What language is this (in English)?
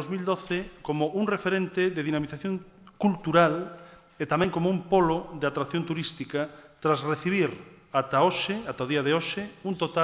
Galician